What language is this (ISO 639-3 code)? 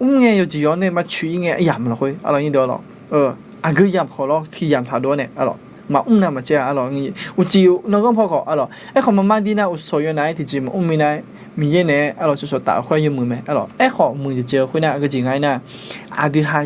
ahk